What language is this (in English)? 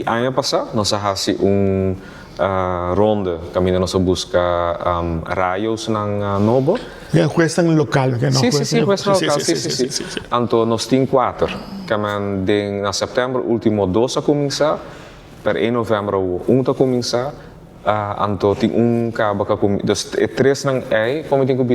Papiamento